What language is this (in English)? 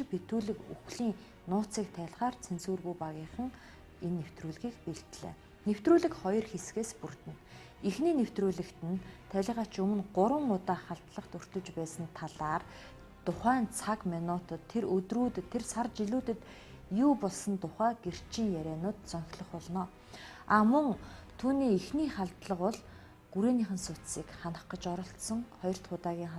Mongolian